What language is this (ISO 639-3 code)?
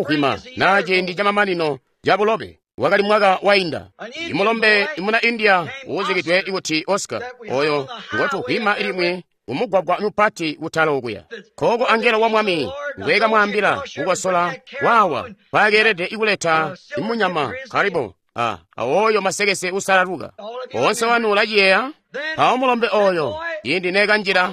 toi